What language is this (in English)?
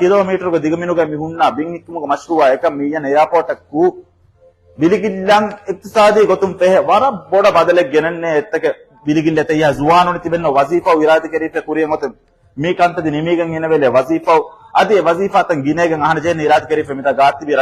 Divehi